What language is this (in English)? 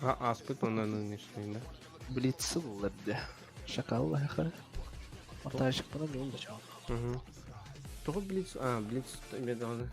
Yakut